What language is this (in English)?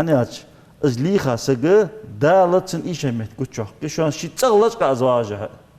Ingush